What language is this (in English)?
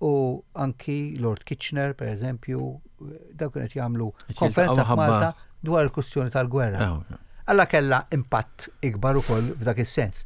Maltese